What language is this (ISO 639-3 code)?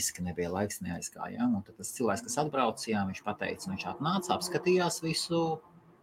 lav